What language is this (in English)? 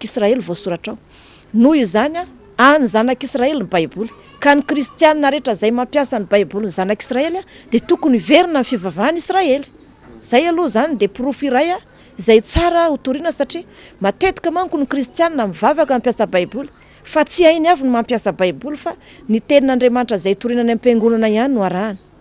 Malagasy